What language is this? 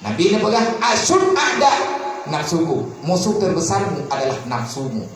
Achinese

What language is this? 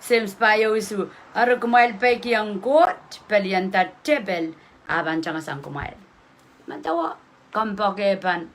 Pohnpeian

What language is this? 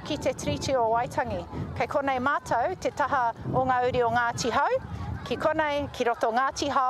Māori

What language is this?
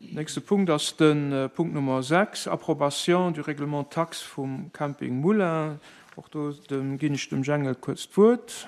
Luxembourgish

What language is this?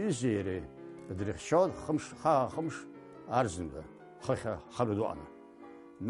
Abkhazian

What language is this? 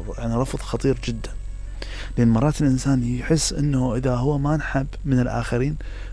Mesopotamian Arabic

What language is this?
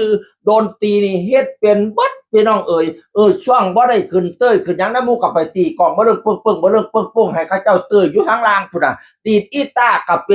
Northeastern Thai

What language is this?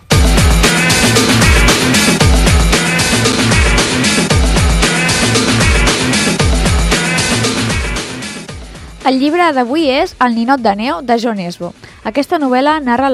Catalan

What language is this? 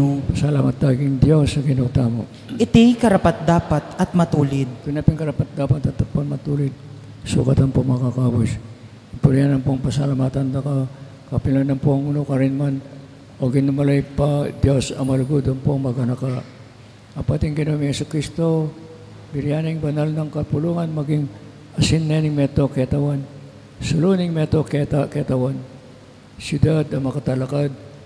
Pampanga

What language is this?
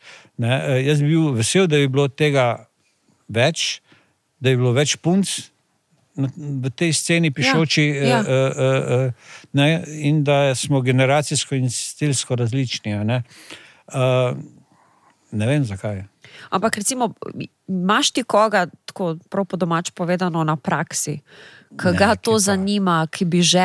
Slovenian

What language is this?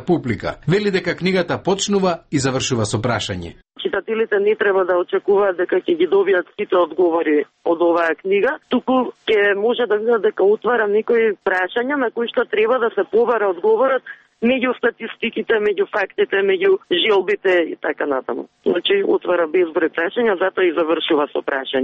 Macedonian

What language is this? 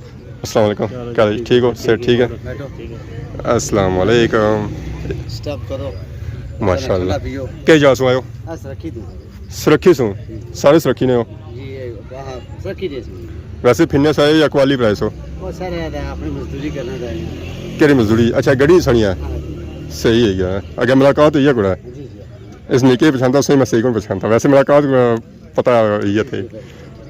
Pahari-Potwari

